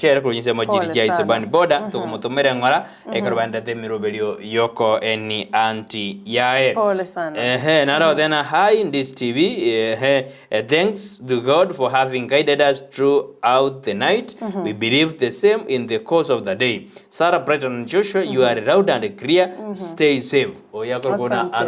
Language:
Gusii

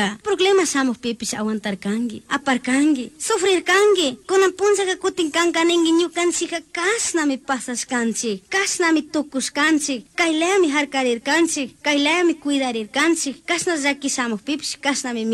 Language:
Chimborazo Highland Quichua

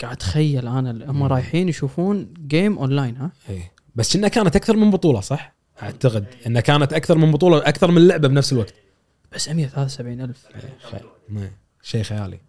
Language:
Gulf Arabic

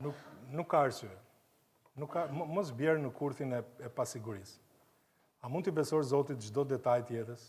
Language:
Albanian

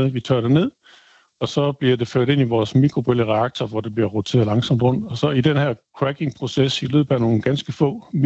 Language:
Danish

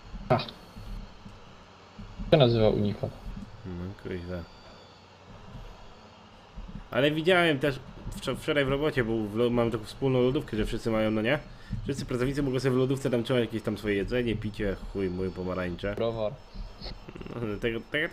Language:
Polish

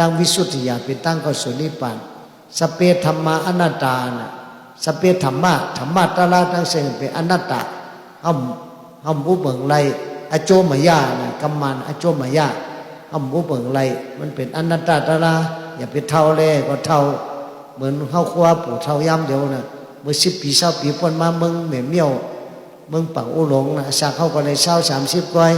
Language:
Shan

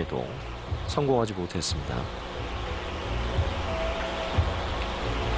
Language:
Korean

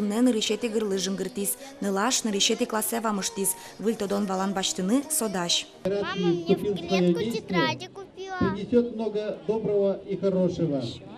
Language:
Udmurt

